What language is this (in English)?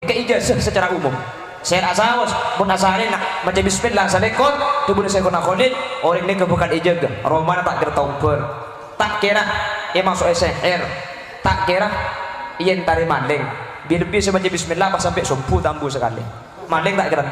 Madurese